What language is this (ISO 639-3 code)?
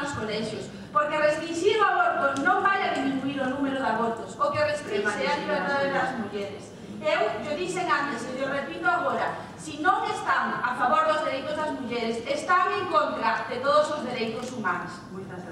glg